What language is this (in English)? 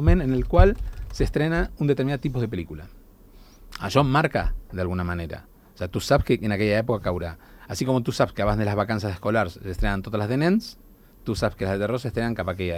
Catalan